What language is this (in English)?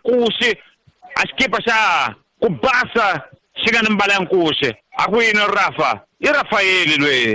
Tsonga